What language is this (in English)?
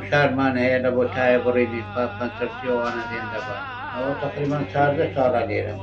Kurdish